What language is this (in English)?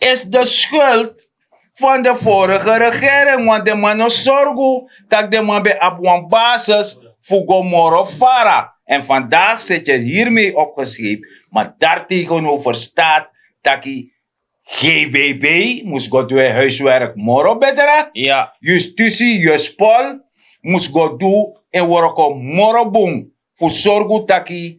Sranan Tongo